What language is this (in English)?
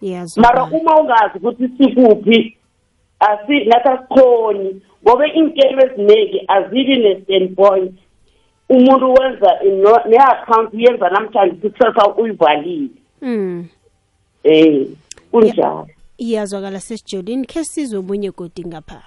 South Ndebele